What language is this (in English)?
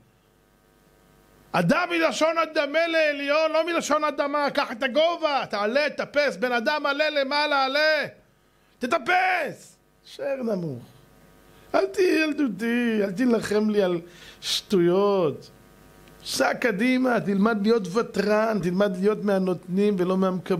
Hebrew